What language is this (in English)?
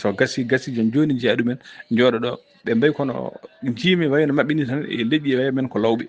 Fula